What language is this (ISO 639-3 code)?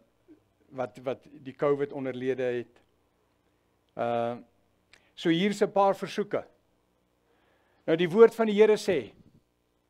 afr